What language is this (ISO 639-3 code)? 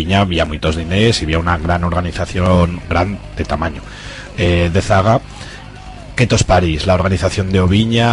arg